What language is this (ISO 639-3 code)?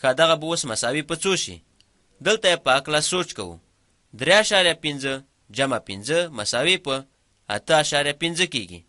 pus